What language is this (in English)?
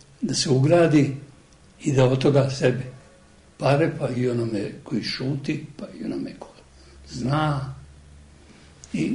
Serbian